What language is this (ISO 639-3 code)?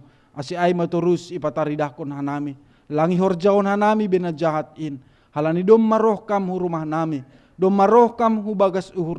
bts